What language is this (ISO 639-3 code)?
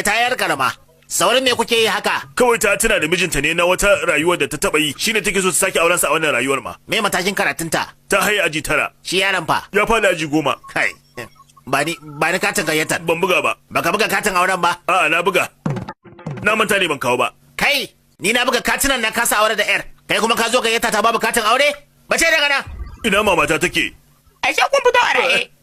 hau